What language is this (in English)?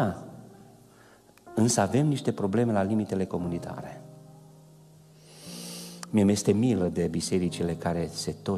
Romanian